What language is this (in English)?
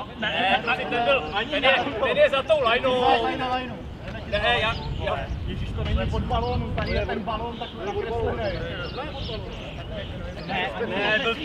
Czech